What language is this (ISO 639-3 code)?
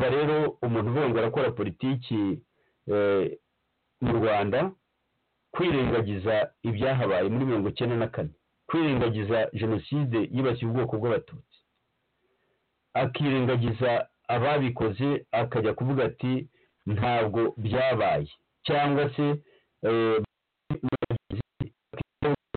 kin